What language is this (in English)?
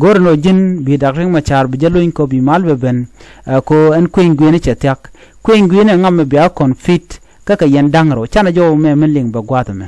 Nuer